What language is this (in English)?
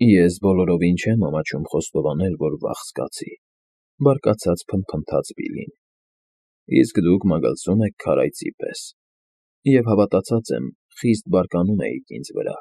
Armenian